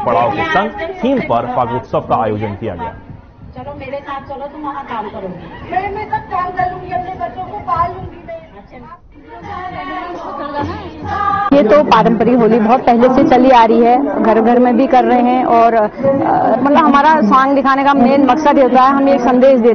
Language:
Hindi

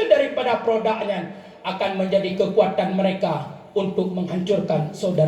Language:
Achinese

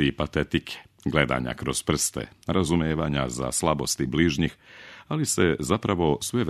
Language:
Serbian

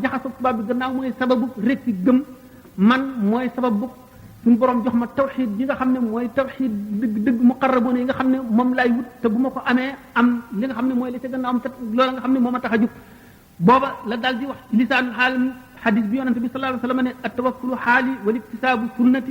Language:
Wolof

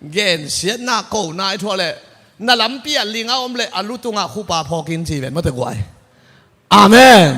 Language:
Tedim Chin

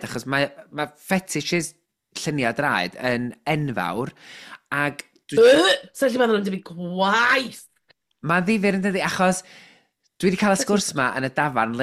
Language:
Welsh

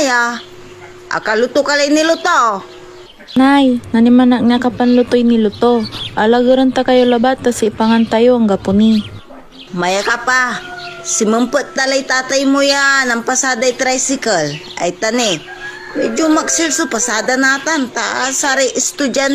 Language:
Pangasinan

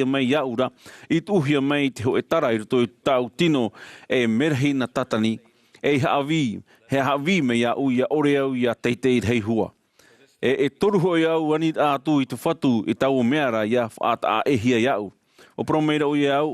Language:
Tahitian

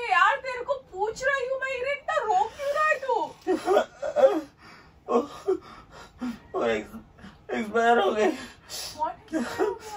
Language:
Hindi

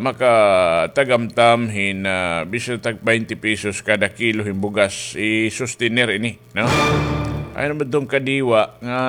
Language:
Waray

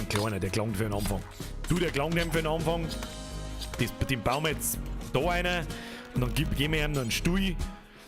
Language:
Bavarian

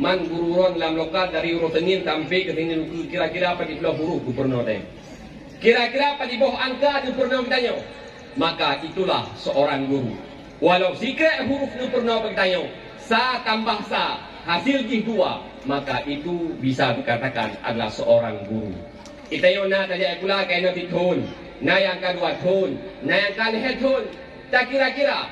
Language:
Achinese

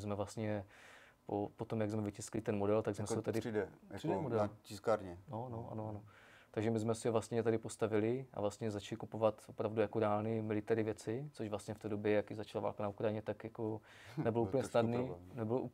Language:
Czech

